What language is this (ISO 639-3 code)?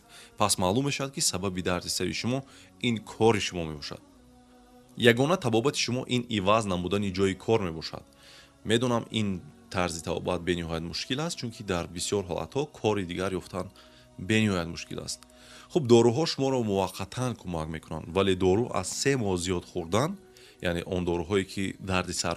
tgk